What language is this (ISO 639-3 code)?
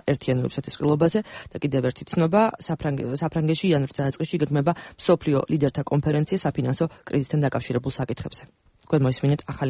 kat